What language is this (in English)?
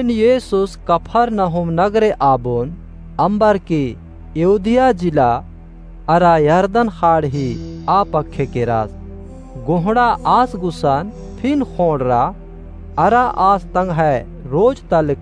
Kurukh